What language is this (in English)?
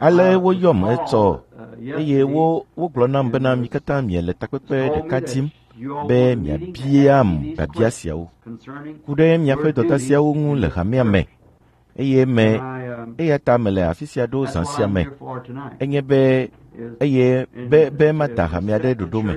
Ewe